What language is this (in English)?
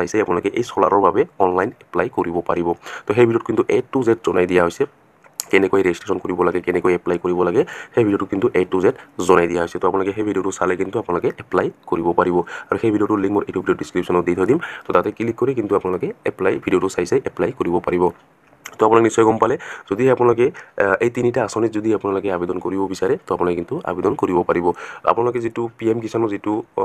Assamese